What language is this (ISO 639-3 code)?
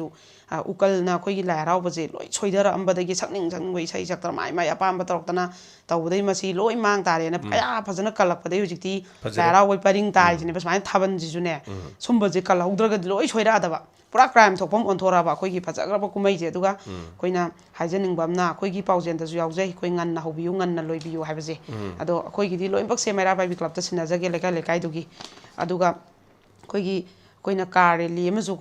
mni